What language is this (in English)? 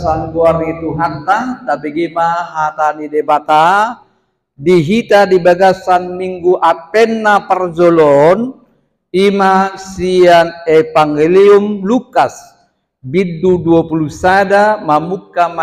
Batak Toba